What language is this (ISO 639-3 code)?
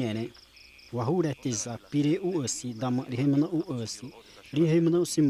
xav